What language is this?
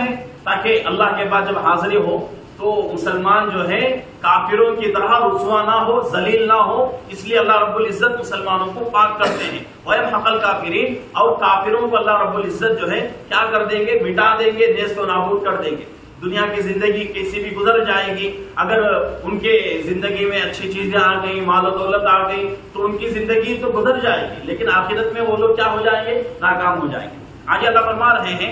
Urdu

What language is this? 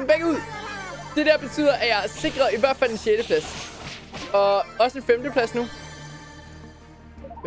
Danish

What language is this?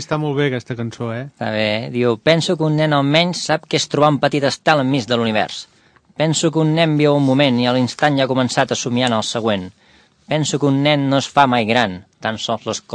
Catalan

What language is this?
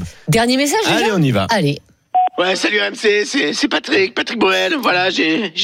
French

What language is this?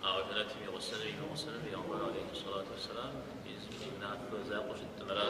Kabardian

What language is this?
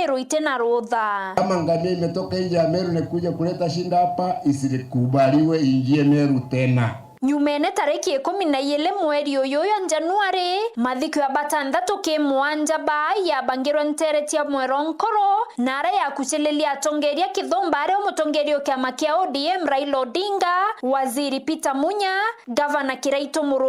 Meru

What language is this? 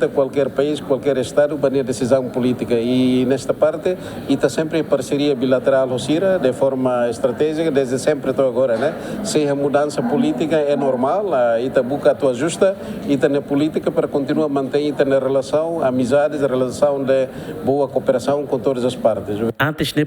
Tetum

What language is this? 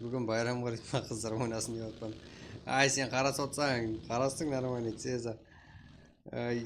Kara-Kalpak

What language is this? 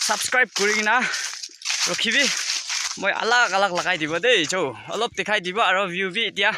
Naga Pidgin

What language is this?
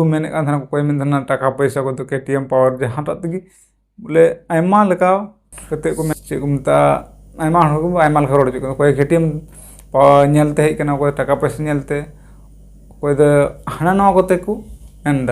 Santali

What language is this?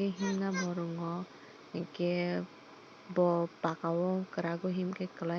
Kok Borok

